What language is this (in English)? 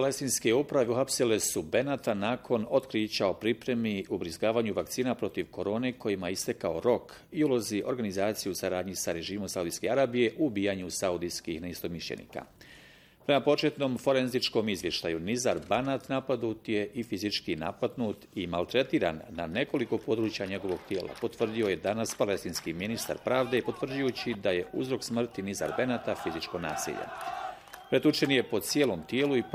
Bosnian